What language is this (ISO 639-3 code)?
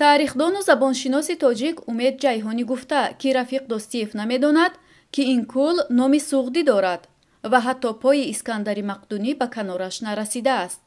tgk